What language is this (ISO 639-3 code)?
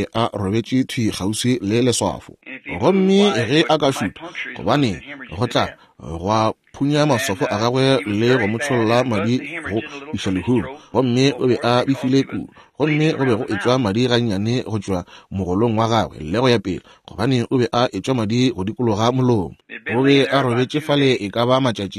nso